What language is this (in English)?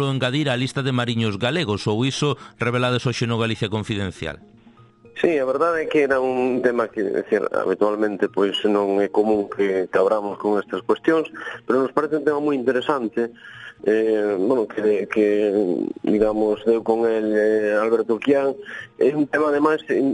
Galician